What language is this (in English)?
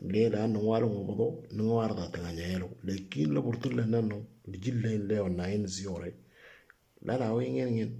Moro